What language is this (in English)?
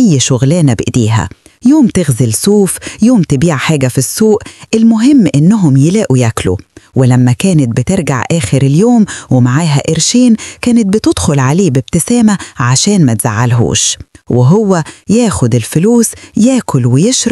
Egyptian Arabic